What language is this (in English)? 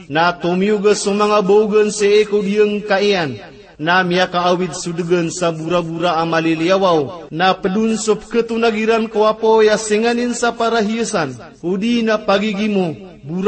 Maranao